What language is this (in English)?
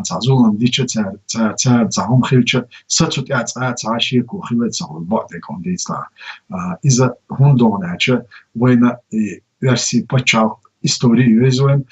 Chechen